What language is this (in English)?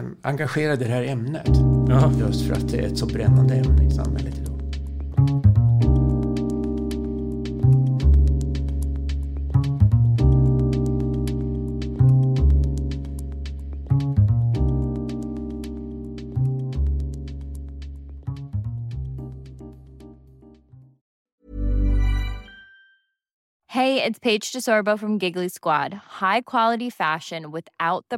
Swedish